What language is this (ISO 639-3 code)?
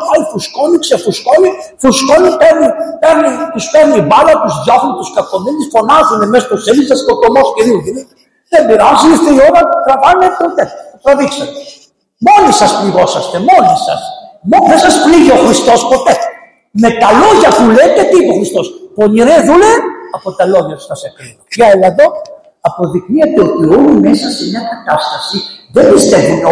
ell